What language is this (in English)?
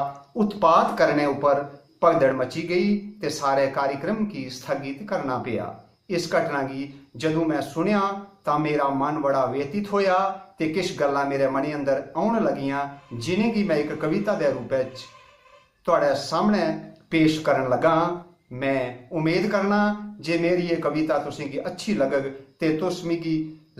Dogri